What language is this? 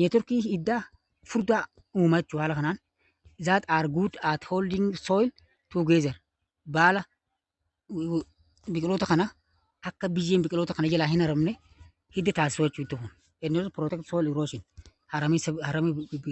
Oromo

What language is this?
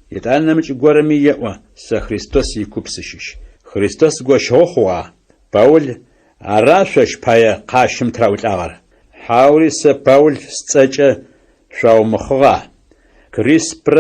Adyghe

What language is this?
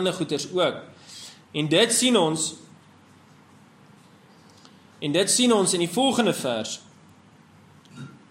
Afrikaans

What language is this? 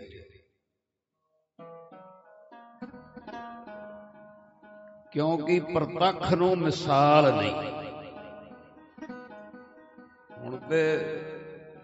Punjabi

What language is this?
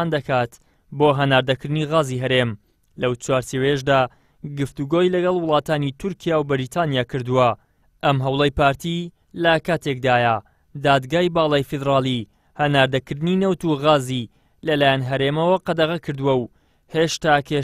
Central Kurdish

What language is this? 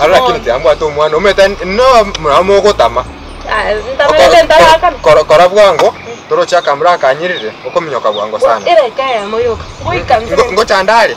Gusii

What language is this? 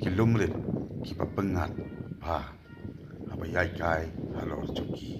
Khasi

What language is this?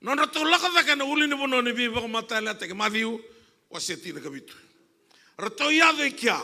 Fijian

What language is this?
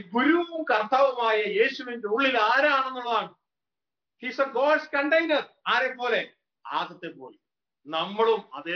Malayalam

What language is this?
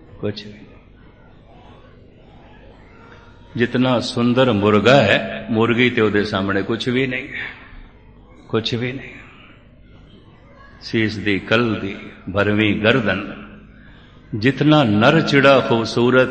Punjabi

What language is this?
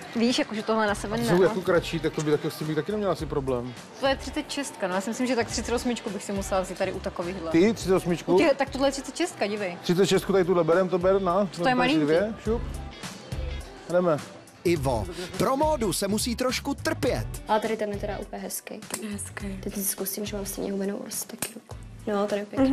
Czech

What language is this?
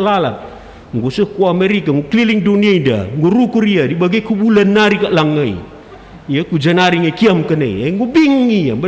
Batak Karo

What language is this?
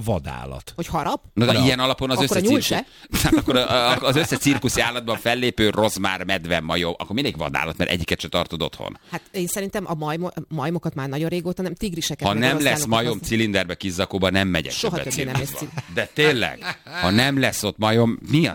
Hungarian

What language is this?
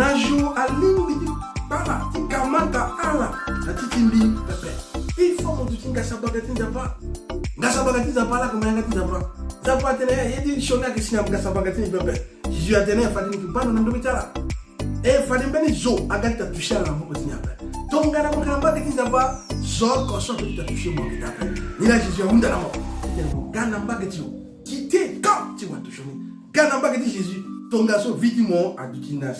Sango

